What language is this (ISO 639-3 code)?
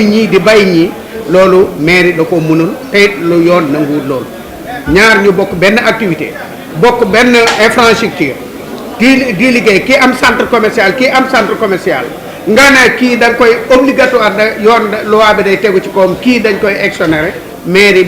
wol